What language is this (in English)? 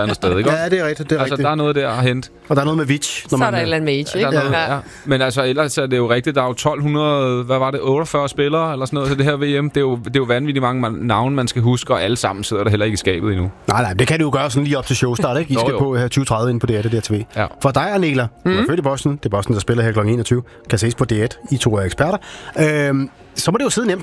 Danish